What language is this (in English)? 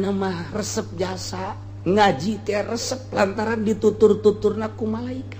Sundanese